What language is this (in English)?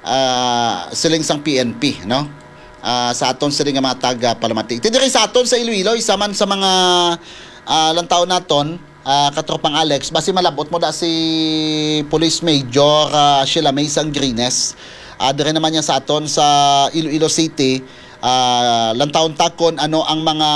Hiligaynon